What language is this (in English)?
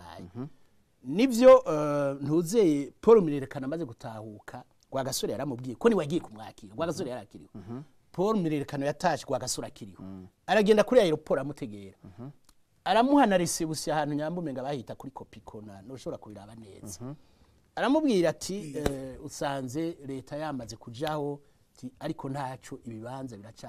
Rundi